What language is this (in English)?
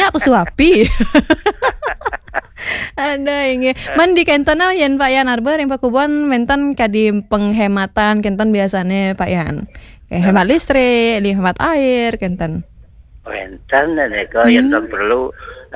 Balinese